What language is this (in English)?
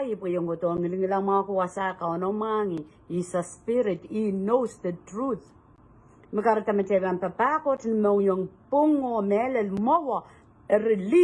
Pohnpeian